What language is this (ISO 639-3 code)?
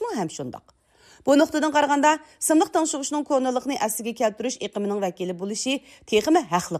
uig